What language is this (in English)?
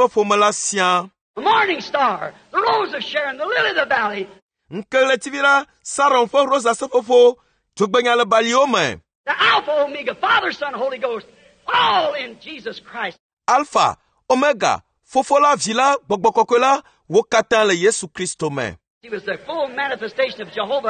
Ewe